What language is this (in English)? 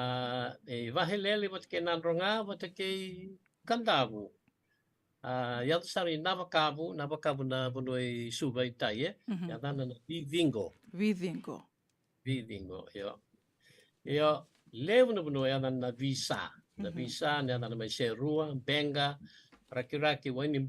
Fijian